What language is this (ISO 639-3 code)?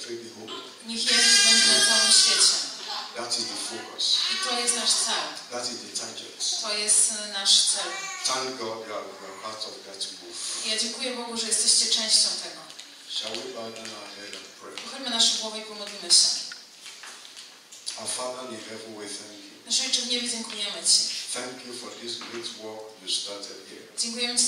pol